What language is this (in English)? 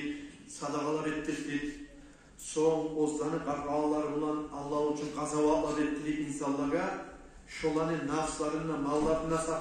Kumyk